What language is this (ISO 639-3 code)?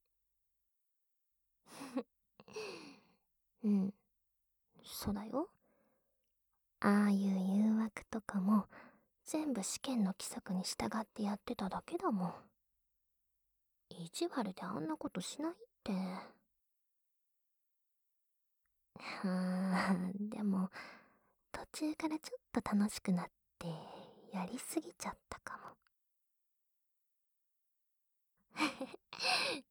jpn